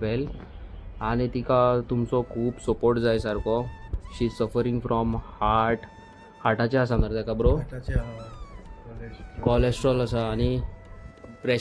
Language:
Konkani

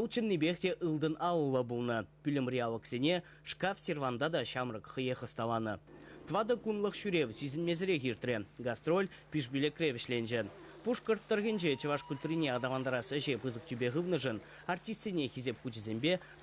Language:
Chuvash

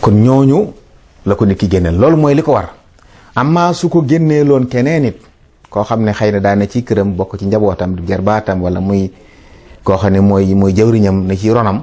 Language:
Wolof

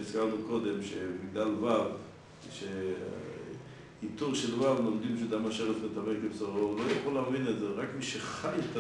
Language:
Hebrew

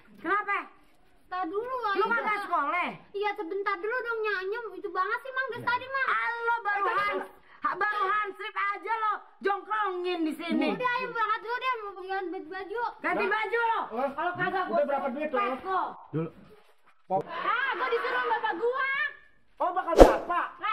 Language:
Betawi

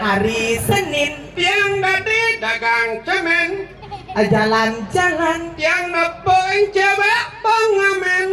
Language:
Balinese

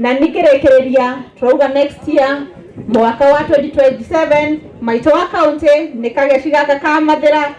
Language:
Kikuyu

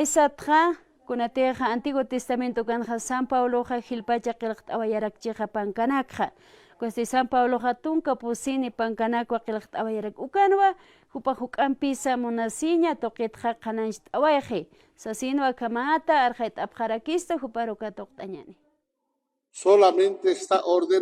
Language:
Aymara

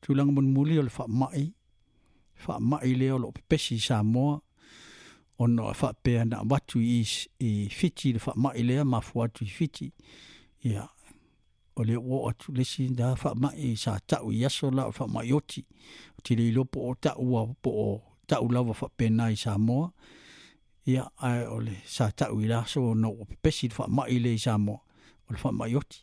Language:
Samoan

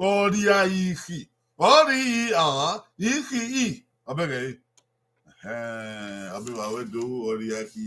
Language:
Bini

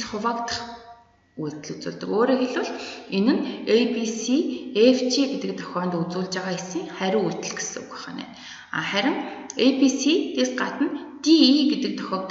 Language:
Mongolian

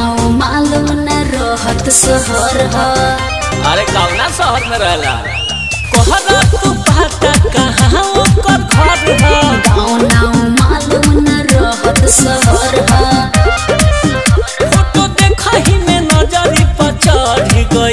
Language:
Bhojpuri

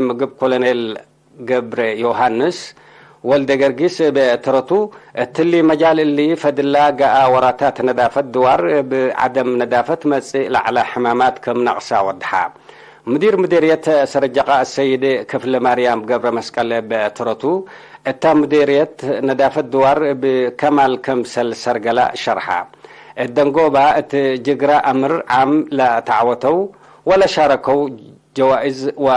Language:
Tigre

